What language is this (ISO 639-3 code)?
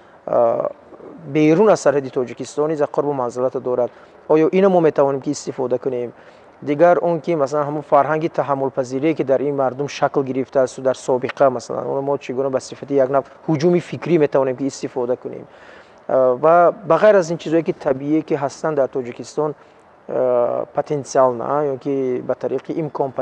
tgk